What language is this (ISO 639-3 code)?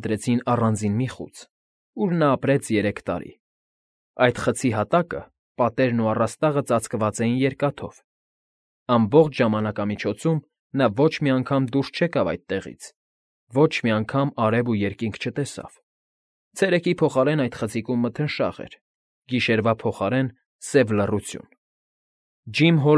hye